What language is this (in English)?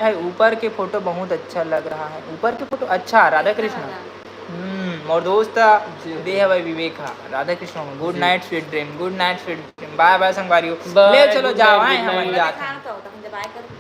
Chhattisgarhi